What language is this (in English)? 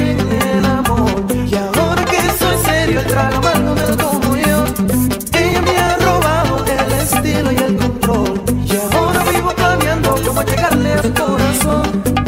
Spanish